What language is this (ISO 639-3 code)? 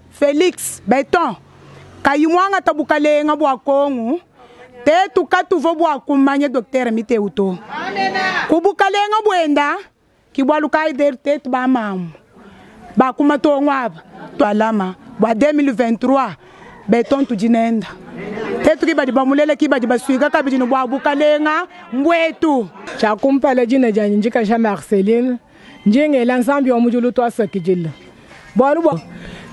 lua